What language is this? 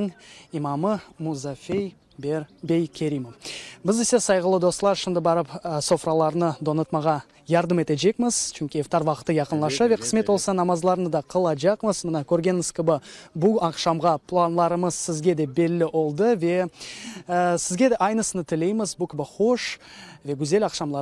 Crimean Tatar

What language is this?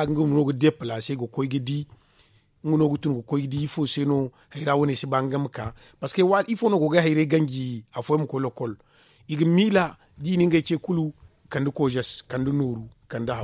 Zarma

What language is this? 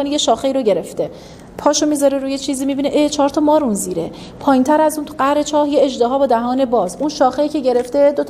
Persian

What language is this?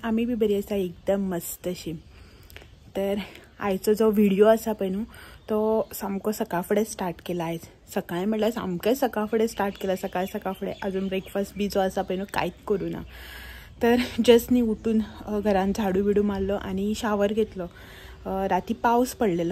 Konkani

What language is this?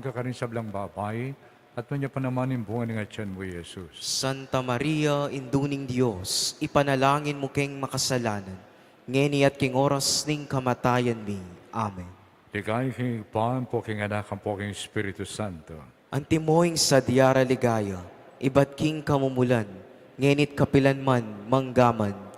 Pampanga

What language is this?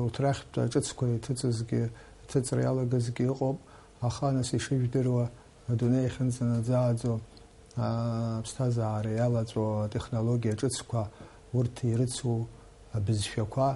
Abkhazian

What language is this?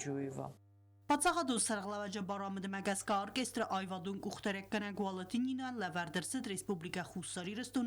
Ossetic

